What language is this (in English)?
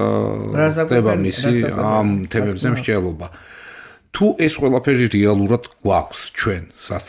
Georgian